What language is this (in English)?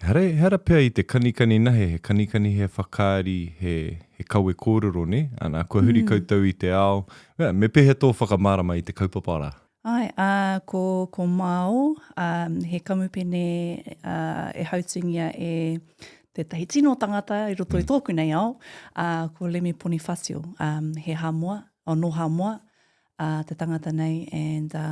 Māori